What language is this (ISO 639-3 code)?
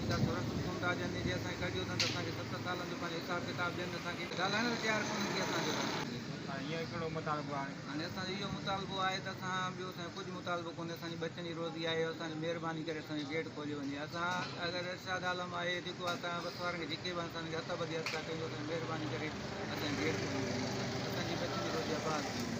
snd